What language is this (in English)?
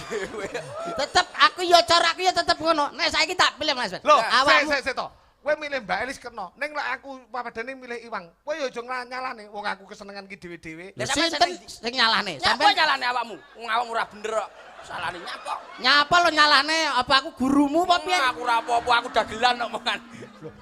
Javanese